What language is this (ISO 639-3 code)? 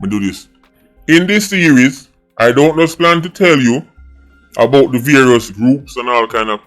jam